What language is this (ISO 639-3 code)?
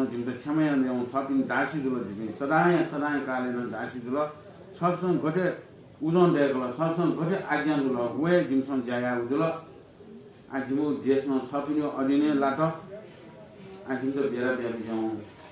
new